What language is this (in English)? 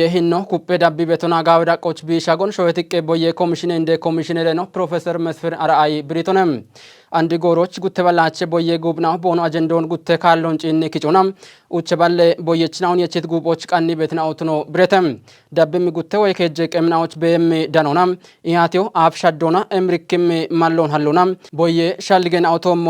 Kafa